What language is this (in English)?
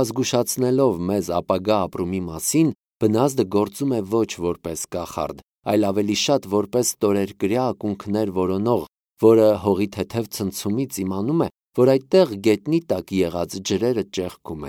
Armenian